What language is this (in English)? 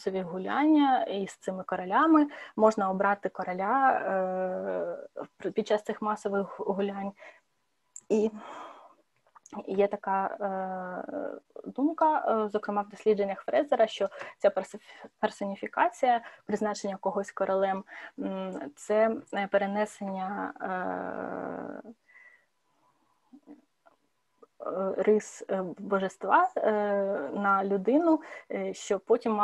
Ukrainian